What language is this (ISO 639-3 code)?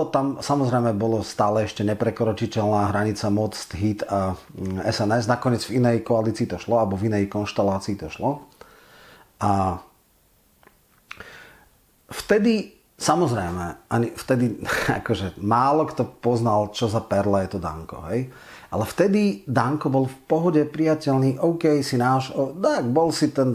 slk